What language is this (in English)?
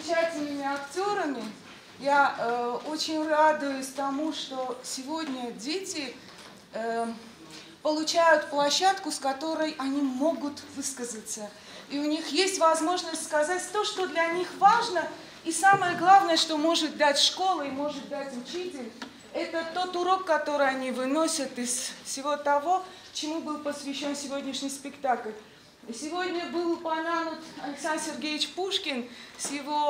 Russian